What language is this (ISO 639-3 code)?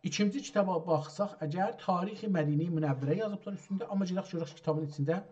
azb